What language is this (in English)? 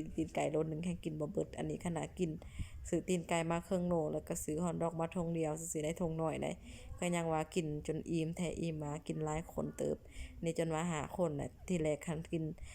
Lao